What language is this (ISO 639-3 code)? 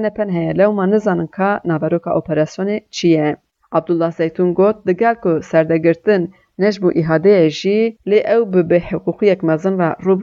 kur